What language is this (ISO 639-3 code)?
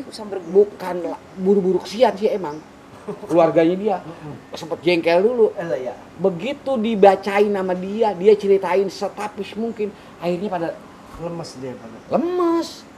bew